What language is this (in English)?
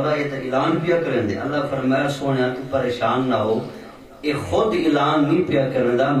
Saraiki